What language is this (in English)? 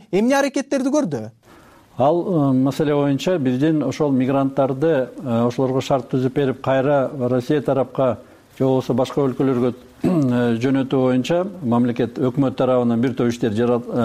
Kyrgyz